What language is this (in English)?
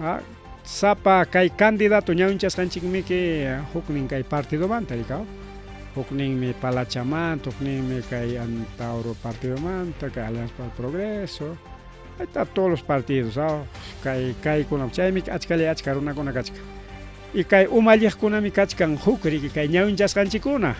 Ayacucho Quechua